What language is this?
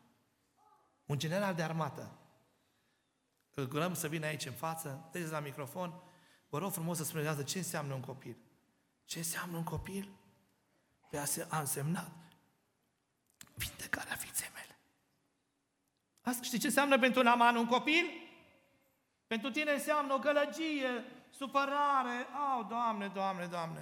Romanian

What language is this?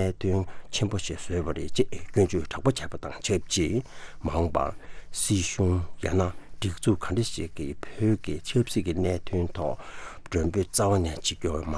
Tibetan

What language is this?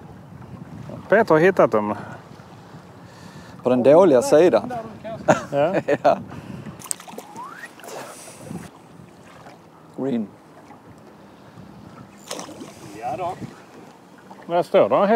Swedish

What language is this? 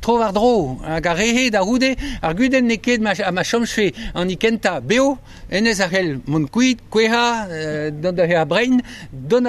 Breton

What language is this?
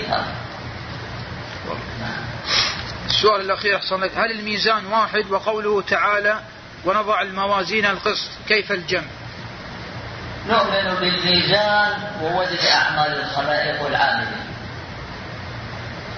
Arabic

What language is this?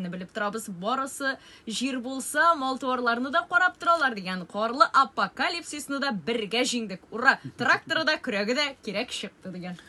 Tatar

